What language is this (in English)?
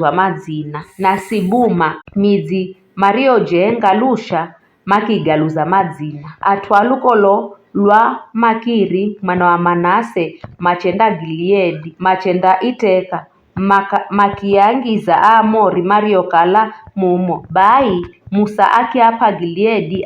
Giryama